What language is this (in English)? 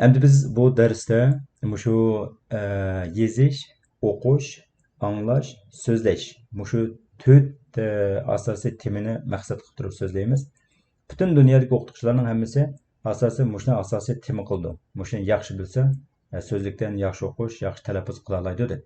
Uyghur